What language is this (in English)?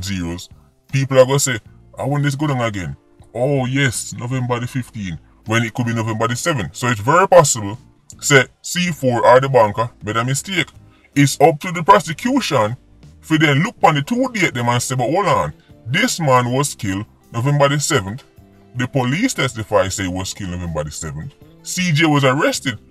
Jamaican Creole English